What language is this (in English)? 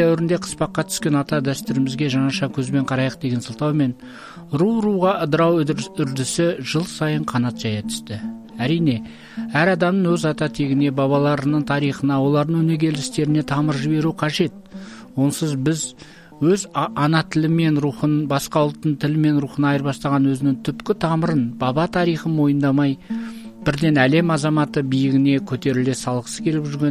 Kazakh